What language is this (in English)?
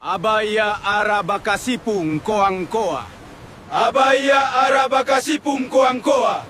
Gilbertese